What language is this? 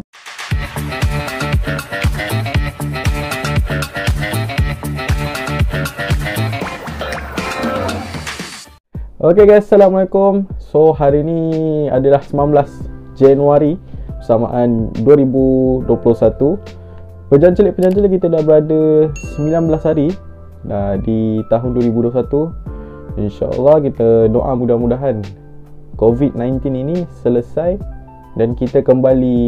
Malay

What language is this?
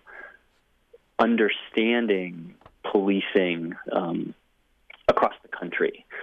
English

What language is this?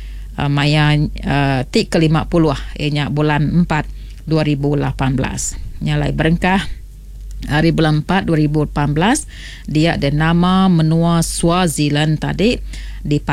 Iban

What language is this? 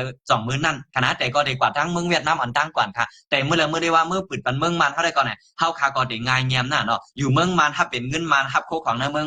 Shan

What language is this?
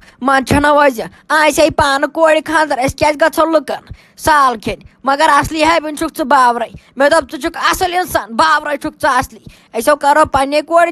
Kashmiri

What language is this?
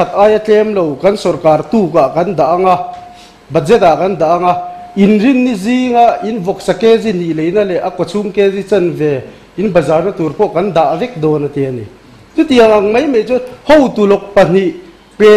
Mizo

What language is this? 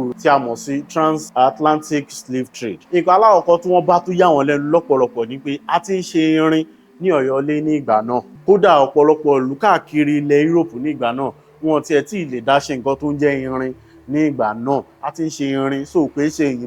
Yoruba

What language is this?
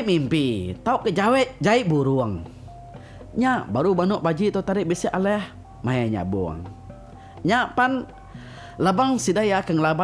Iban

